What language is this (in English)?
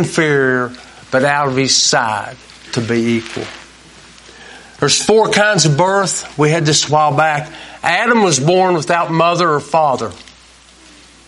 English